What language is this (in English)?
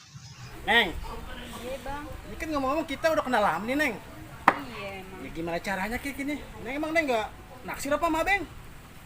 Betawi